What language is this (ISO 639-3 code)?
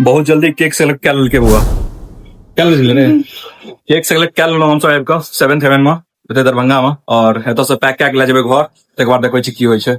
mai